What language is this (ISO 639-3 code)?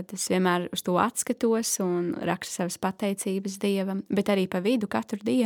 lav